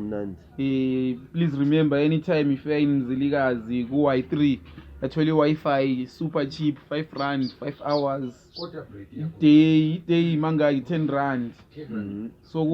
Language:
North Ndebele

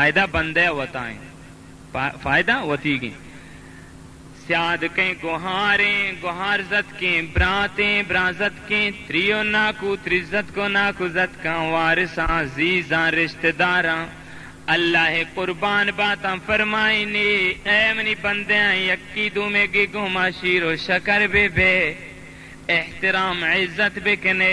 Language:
Baluchi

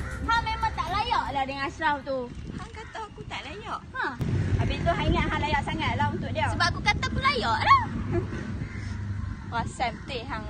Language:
Malay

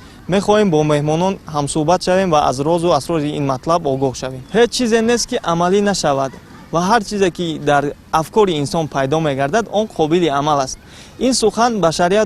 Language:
Tajik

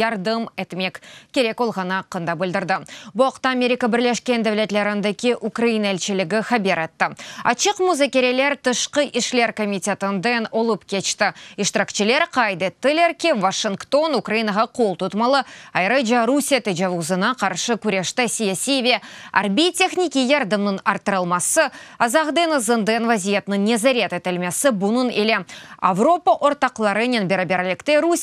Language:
Crimean Tatar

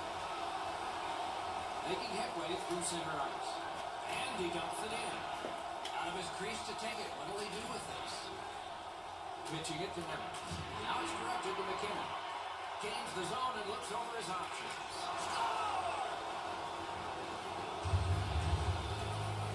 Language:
English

